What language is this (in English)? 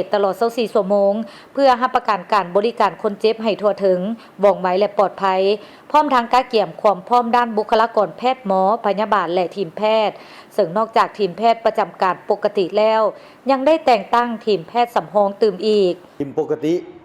Lao